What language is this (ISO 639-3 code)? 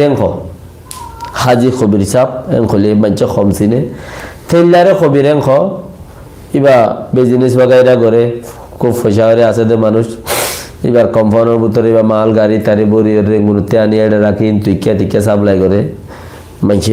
rhg